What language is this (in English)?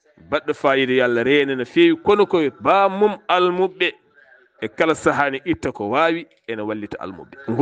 Fula